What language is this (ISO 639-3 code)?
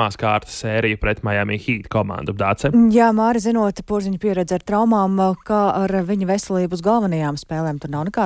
lav